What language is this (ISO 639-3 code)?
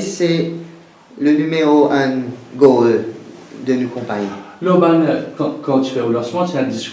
mfe